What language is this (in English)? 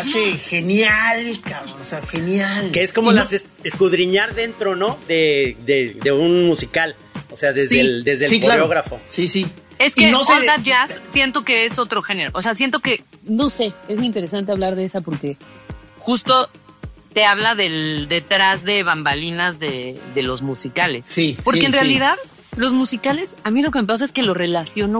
Spanish